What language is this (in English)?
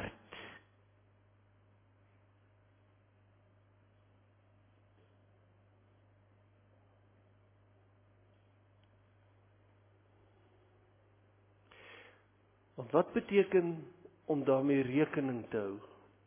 Afrikaans